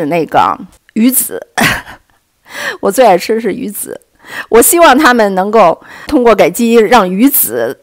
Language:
Chinese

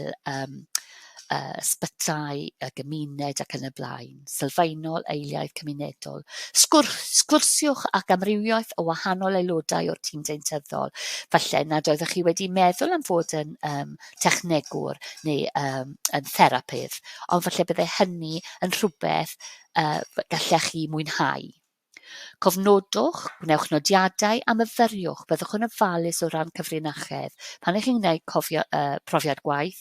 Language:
Welsh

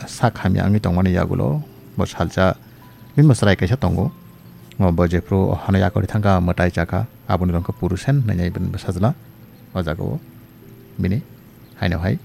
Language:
Kok Borok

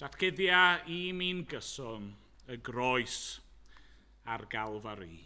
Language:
Welsh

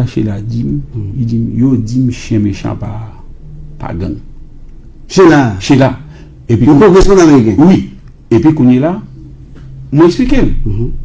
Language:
Haitian Creole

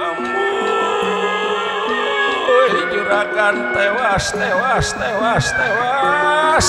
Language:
Betawi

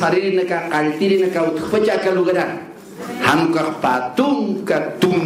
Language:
Aymara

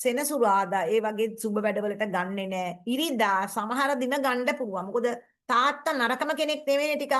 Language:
Sinhala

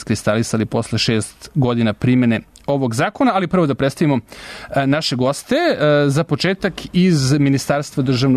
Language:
Serbian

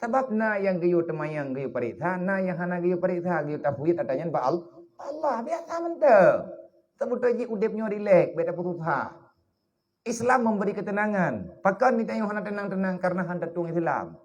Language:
Achinese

